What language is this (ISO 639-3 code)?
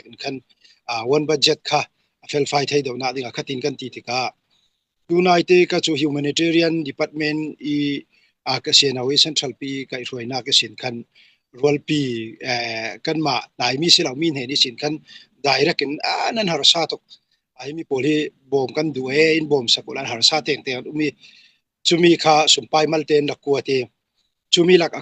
cfm